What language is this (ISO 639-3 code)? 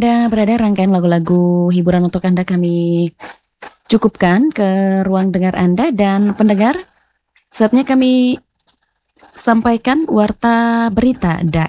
ind